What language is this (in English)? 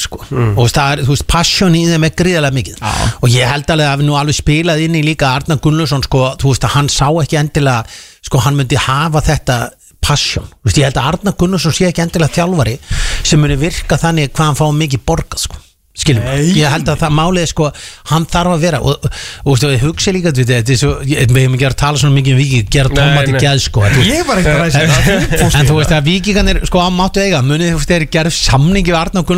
Icelandic